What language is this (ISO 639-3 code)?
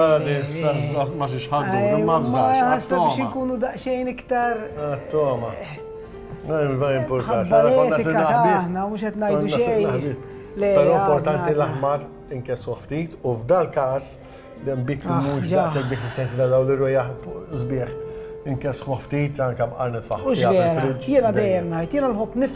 mlt